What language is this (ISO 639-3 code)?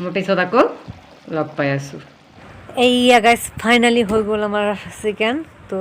asm